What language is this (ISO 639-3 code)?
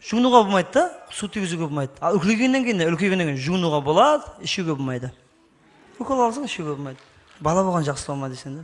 kaa